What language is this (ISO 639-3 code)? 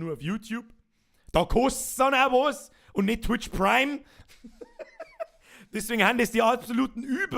bar